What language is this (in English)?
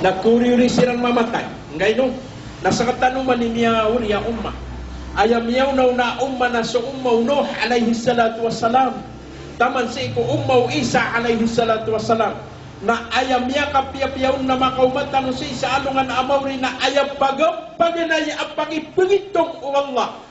Maranao